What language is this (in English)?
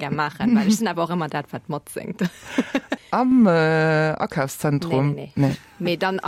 Luxembourgish